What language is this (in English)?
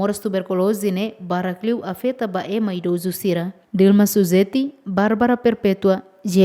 Tetum